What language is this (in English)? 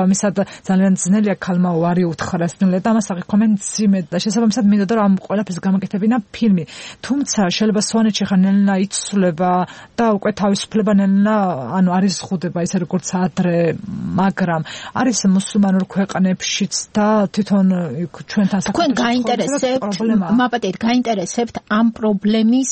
Georgian